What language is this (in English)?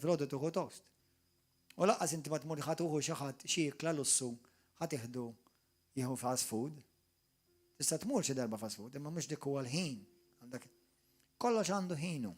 Maltese